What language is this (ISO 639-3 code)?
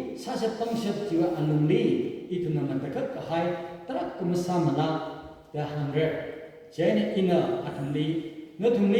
nmf